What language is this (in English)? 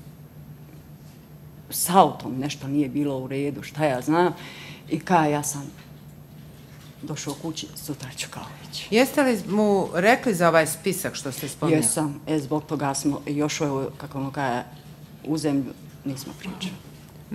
Bosnian